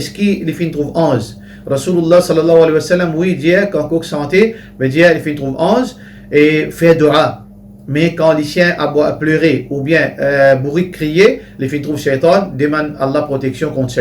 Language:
Morisyen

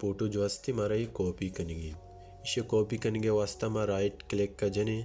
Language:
Baluchi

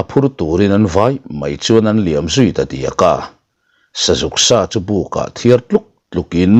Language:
Mizo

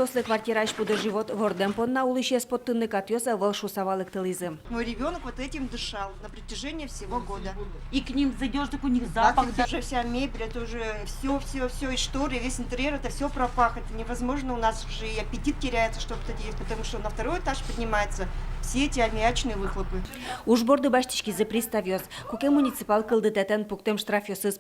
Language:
Udmurt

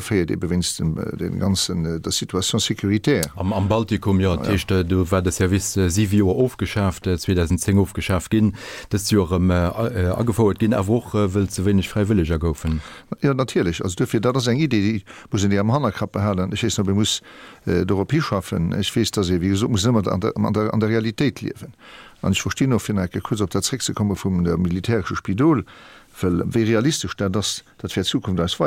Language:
Luxembourgish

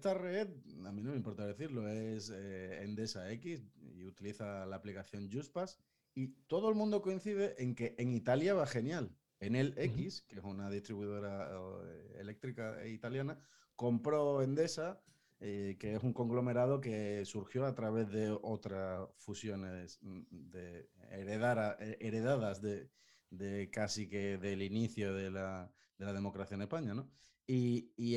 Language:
Spanish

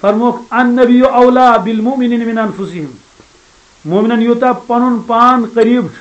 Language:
Kashmiri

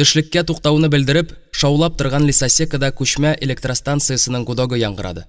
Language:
Tatar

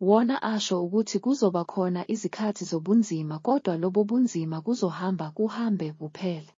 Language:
Zulu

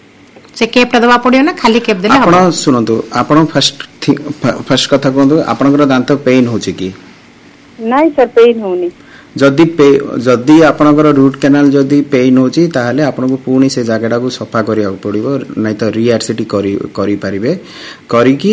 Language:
Odia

